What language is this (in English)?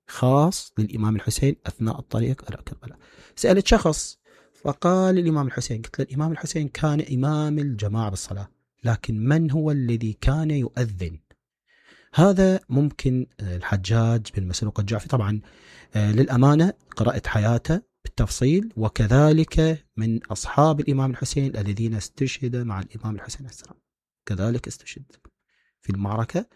Mesopotamian Arabic